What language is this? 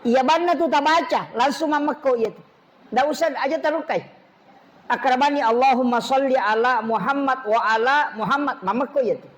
Buginese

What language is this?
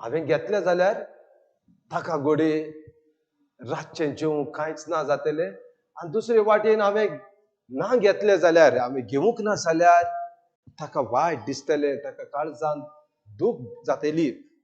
Konkani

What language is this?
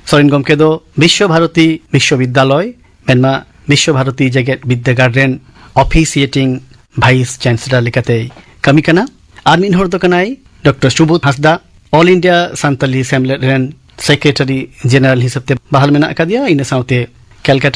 Santali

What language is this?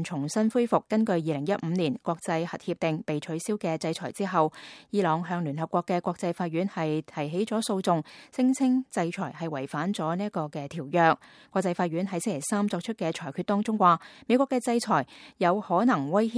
Cantonese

